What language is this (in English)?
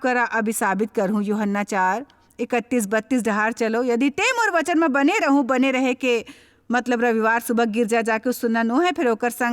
Chhattisgarhi